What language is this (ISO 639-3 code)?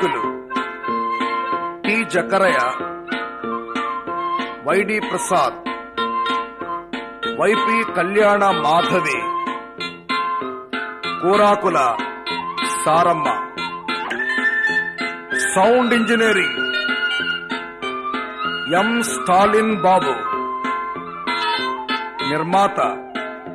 tel